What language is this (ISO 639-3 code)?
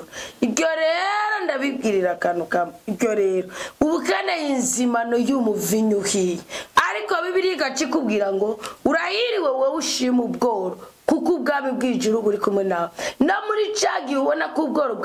run